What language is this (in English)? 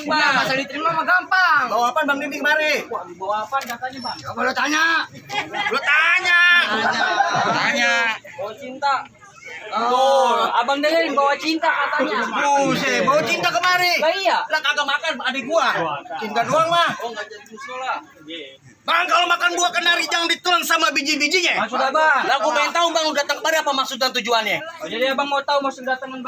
Betawi